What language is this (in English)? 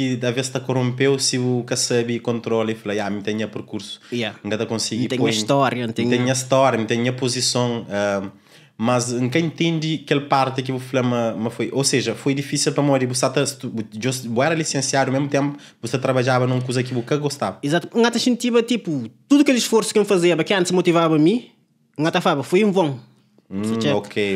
Kabuverdianu